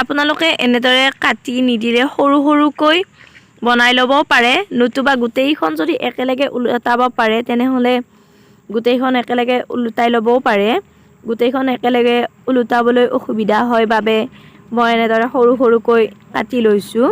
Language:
Assamese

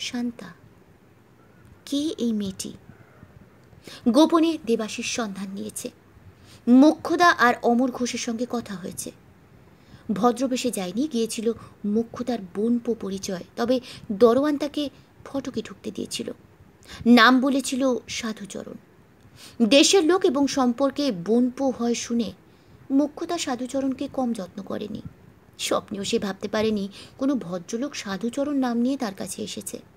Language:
Bangla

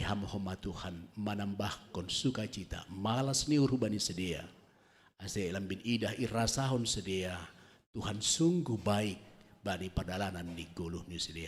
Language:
Batak Simalungun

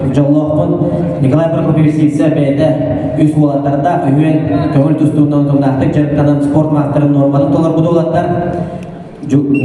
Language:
Yakut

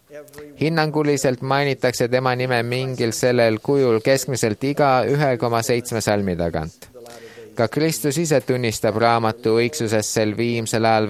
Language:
Estonian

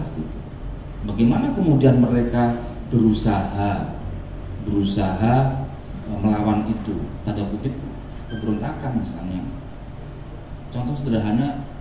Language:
Indonesian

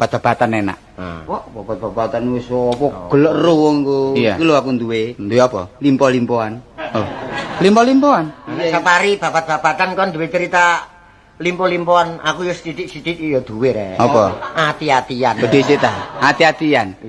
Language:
Javanese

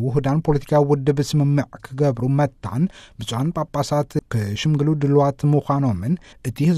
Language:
Tigrinya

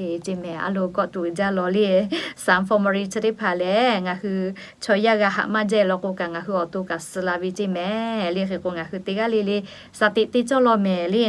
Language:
Lahu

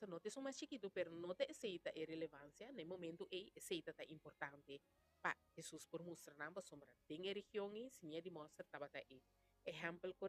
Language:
Papiamento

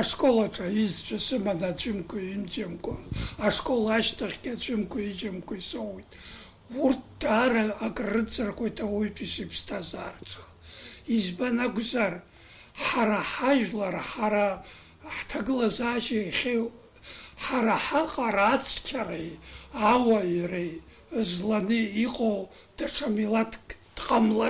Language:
Abkhazian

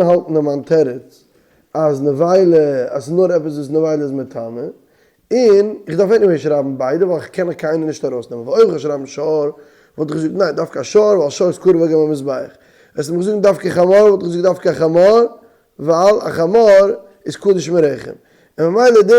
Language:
Yiddish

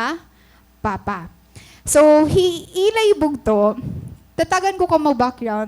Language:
Waray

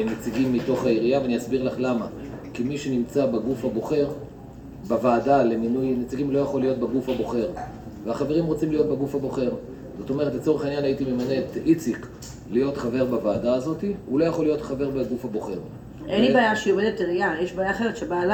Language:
Hebrew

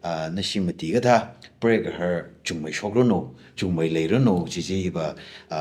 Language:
Tangkhul Naga (India)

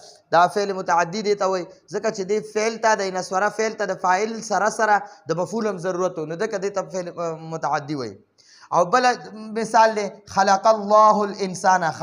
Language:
Pashto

